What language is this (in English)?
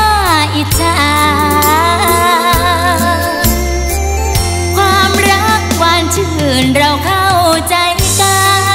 Thai